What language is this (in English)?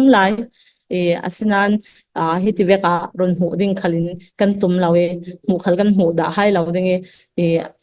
Falam Chin